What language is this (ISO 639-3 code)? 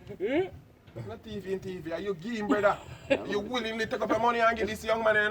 jam